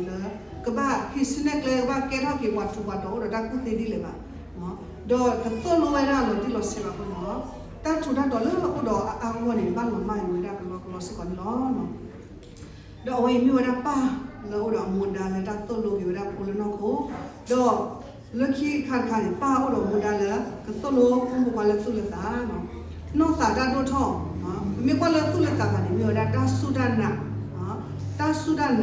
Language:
S'gaw Karen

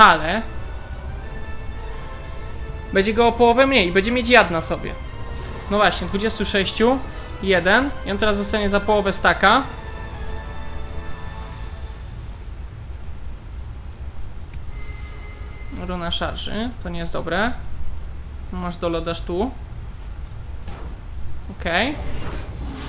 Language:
Polish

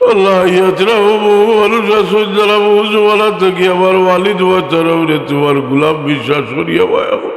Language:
Sylheti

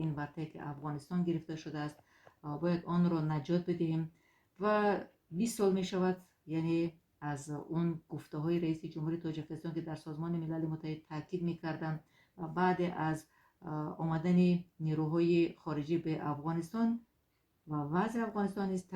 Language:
Persian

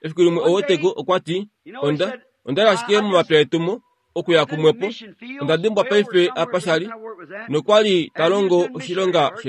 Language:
Kuanyama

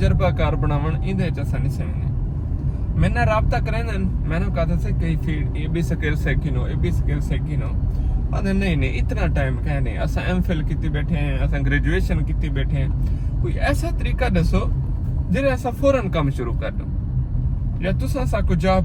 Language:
Saraiki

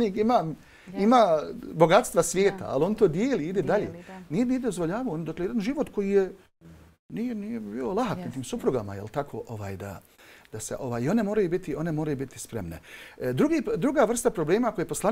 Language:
Bosnian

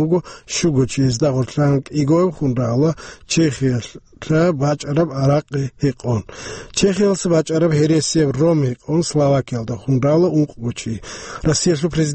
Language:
Avaric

